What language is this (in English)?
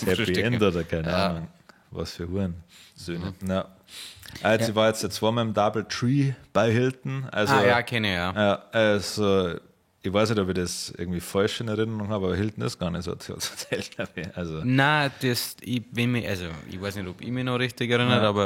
Bavarian